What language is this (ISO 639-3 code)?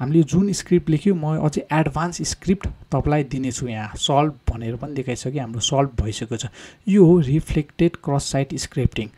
nep